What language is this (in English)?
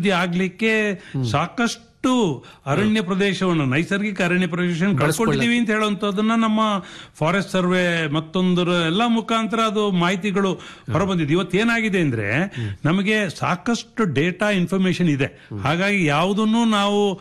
Kannada